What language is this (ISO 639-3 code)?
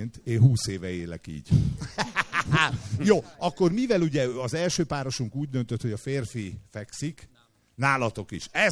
hun